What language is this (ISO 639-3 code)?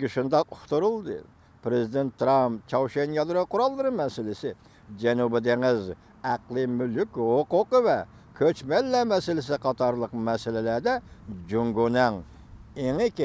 uig